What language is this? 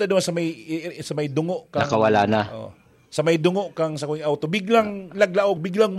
Bikol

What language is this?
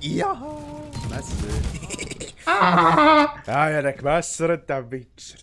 Swiss German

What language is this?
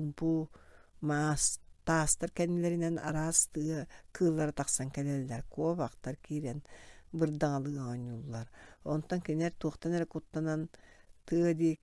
Yakut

